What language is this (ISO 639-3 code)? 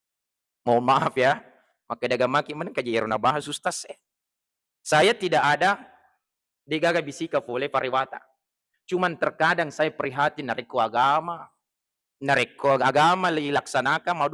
bug